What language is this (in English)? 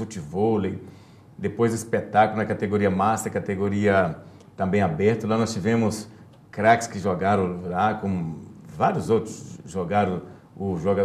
Portuguese